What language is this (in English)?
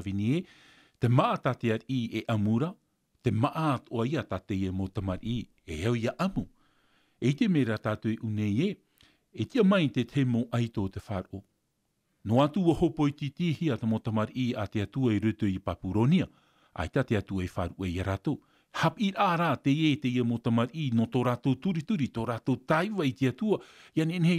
Tahitian